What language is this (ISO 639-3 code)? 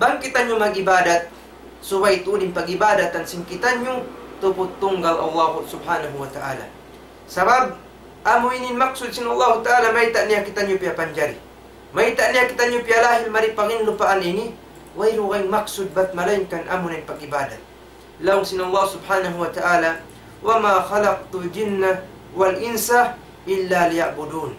tsg